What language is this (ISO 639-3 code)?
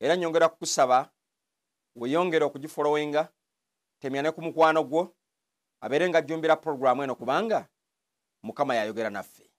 lug